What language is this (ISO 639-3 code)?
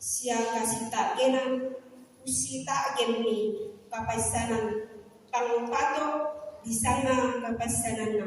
sda